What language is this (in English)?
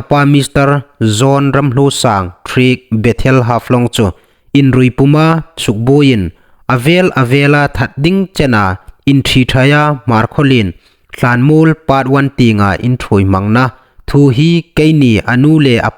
Hmar